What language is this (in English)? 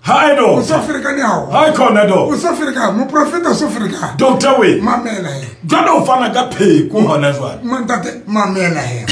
Southern Sotho